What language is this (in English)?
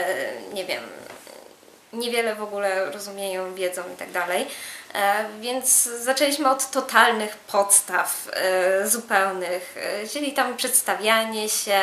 Polish